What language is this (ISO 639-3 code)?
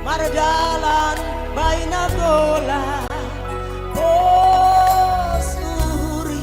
bts